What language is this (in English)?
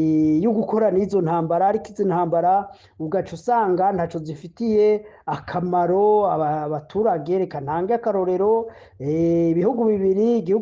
Rundi